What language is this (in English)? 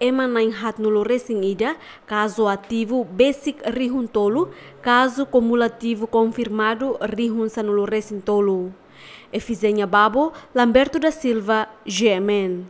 Tetum